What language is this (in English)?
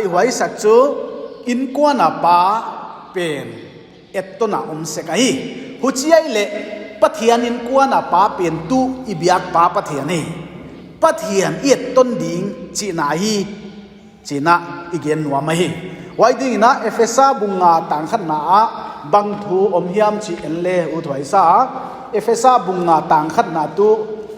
Paite Chin